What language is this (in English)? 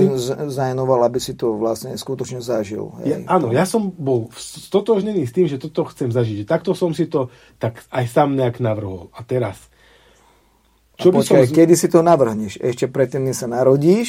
Slovak